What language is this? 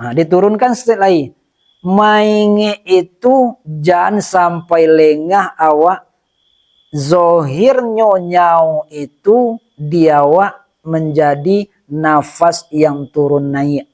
Minangkabau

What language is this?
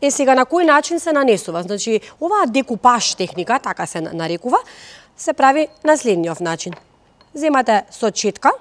Macedonian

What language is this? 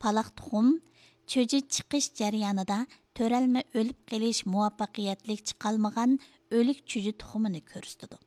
Uyghur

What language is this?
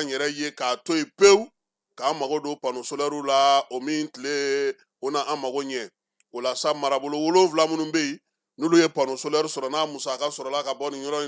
Bambara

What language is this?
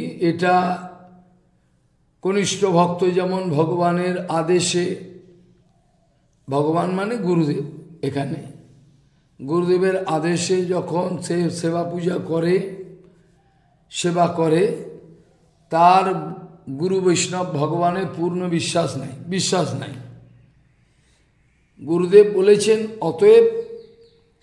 Bangla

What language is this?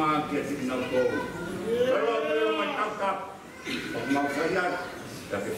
Tongan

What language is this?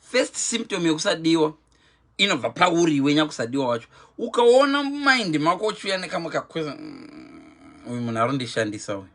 Shona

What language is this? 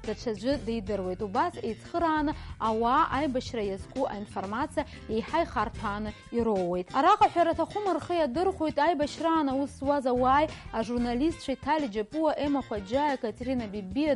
Abkhazian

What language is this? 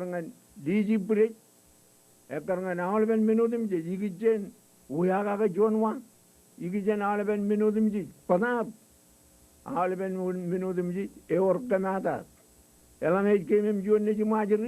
Marshallese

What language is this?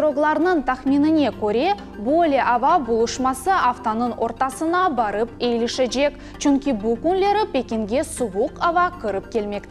Crimean Tatar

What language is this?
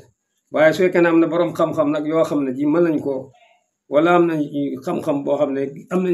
Wolof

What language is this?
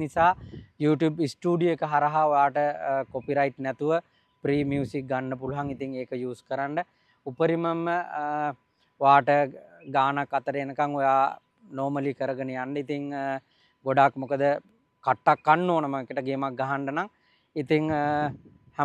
Sinhala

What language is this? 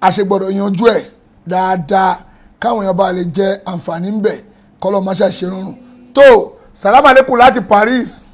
Yoruba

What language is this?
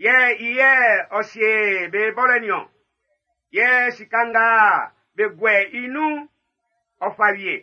Baoulé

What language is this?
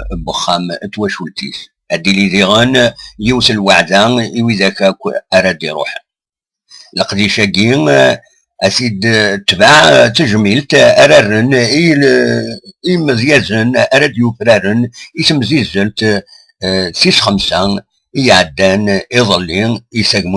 Kabyle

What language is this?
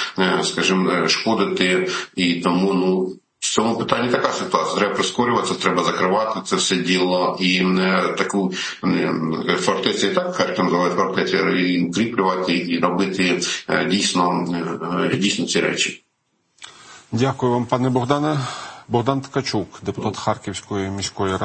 Ukrainian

